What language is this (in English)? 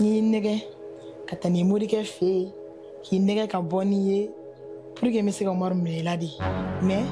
Bambara